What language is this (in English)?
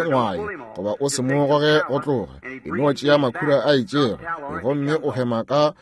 Northern Sotho